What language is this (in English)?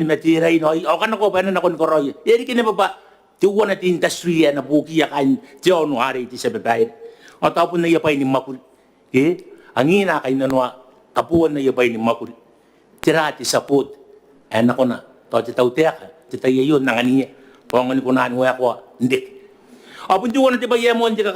Gilbertese